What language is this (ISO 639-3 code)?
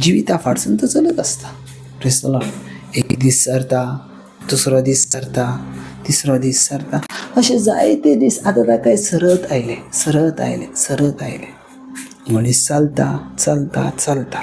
kok